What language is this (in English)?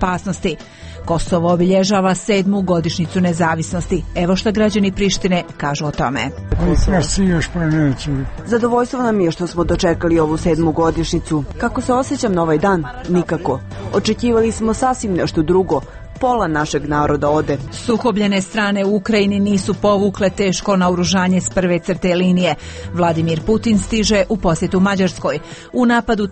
Croatian